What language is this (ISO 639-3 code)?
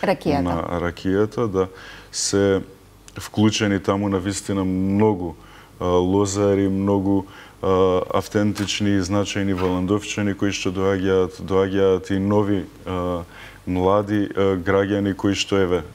mkd